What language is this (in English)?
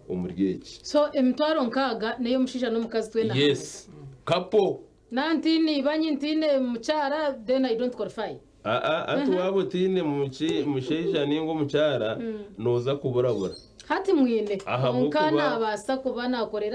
Nyankole